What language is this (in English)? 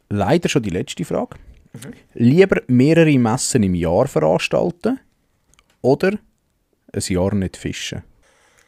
Swiss German